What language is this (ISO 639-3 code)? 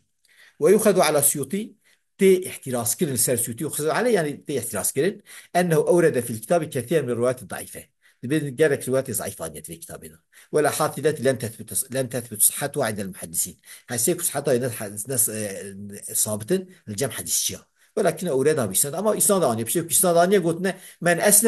kur